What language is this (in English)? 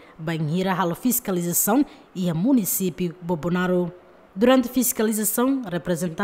Tetum